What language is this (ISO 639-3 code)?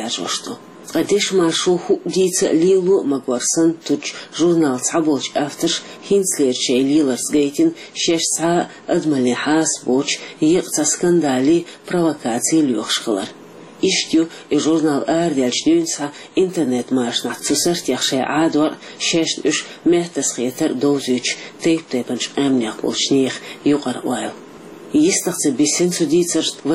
che